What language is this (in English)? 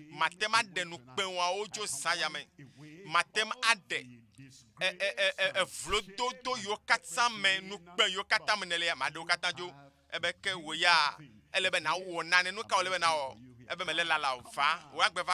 Ewe